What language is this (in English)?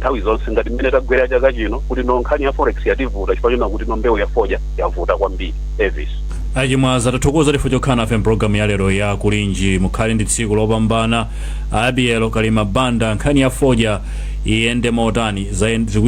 Nyanja